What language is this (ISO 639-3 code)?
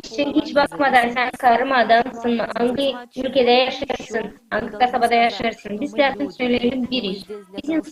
gag